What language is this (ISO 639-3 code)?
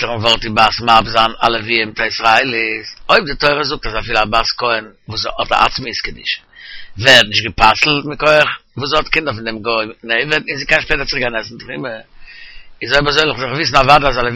yid